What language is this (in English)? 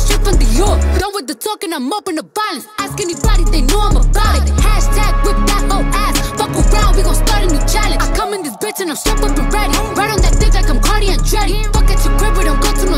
English